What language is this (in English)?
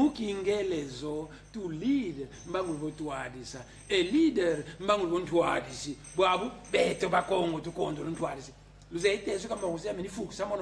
Kongo